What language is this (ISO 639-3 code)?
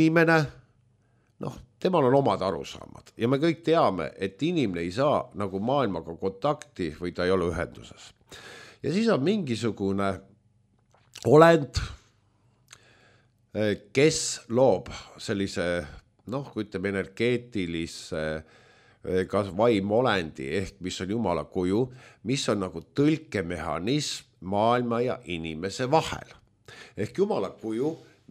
est